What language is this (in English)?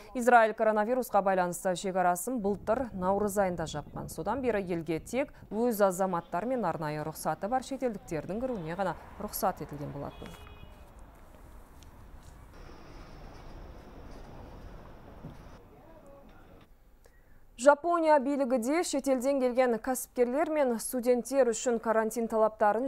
Kazakh